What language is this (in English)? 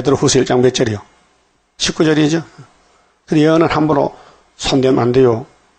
Korean